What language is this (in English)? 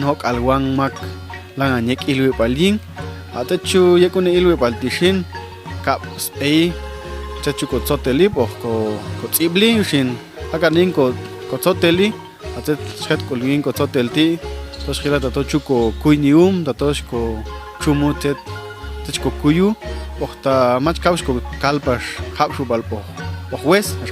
Popti'